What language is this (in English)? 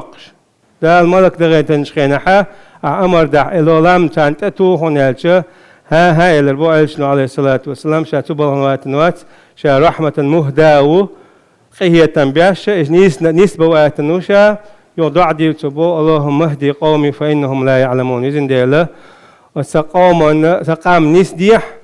Chechen